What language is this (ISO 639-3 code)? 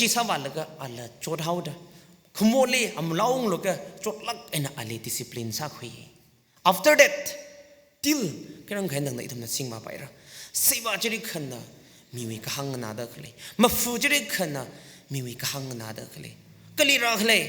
nmf